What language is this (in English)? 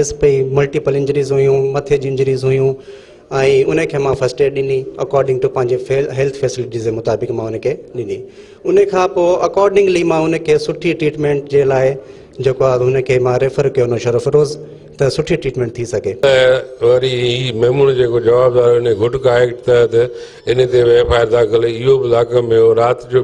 Sindhi